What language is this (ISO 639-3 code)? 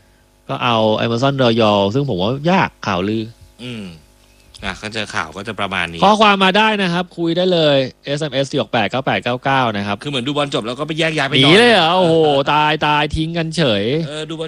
tha